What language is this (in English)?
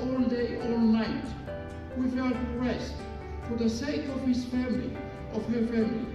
Tongan